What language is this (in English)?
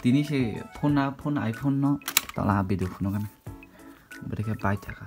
Kok Borok